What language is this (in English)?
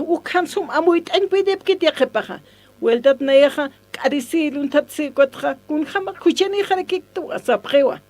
Aymara